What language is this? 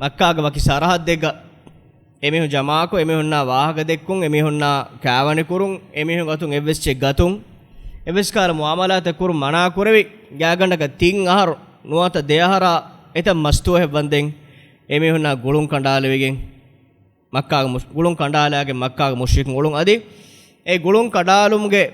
Divehi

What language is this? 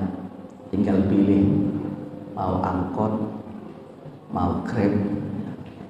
Indonesian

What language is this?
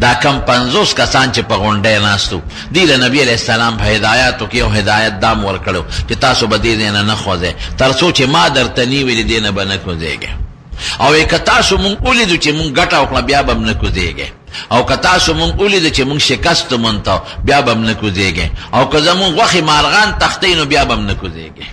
Pashto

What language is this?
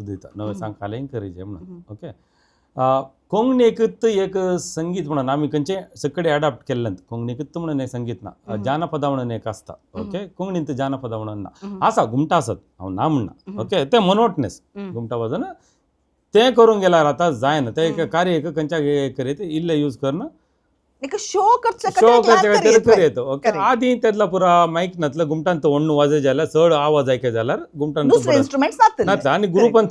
Konkani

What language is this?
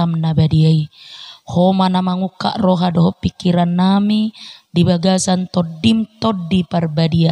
Batak Toba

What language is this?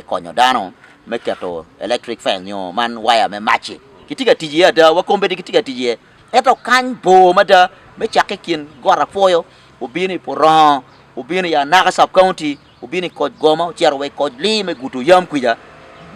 Acoli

